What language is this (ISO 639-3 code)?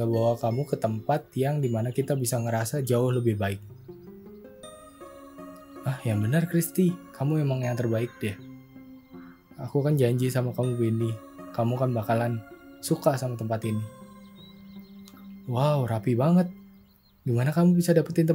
ind